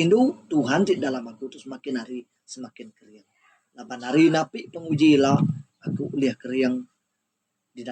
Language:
Iban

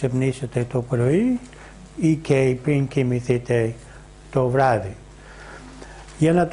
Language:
Greek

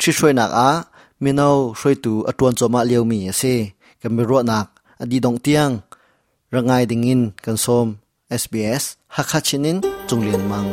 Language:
Hakha Chin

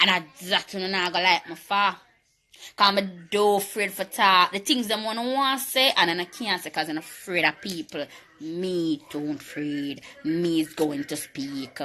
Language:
Jamaican Creole English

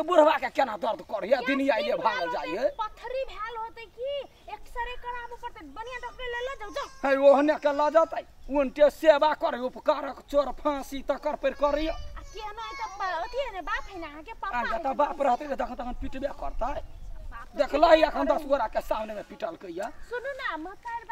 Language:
Maithili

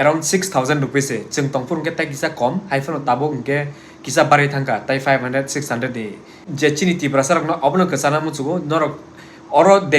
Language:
Kok Borok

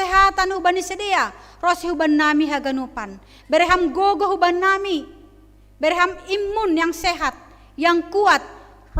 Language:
Batak Simalungun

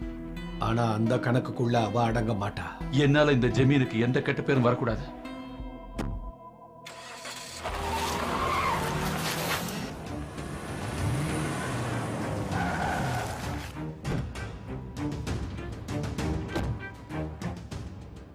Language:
Tamil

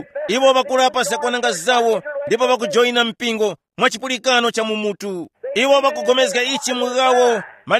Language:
Tumbuka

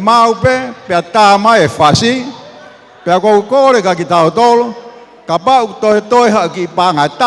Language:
Tongan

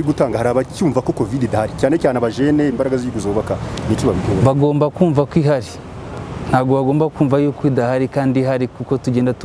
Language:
Kinyarwanda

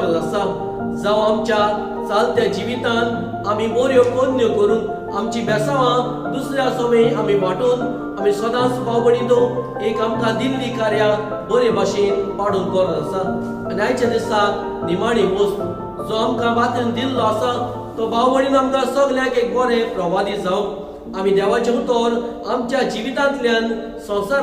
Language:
Konkani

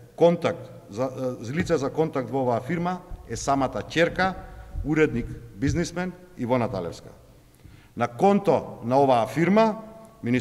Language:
Macedonian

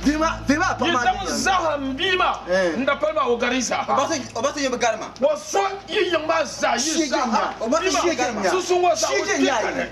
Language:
Dagbani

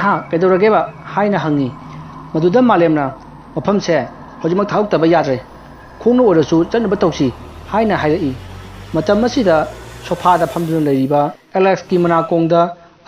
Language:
Manipuri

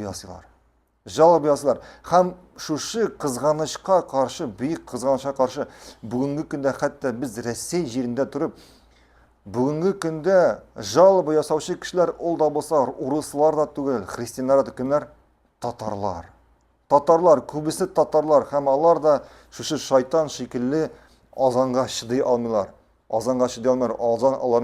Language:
Tatar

